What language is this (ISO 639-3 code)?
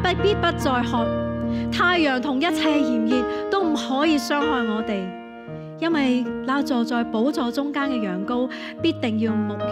yue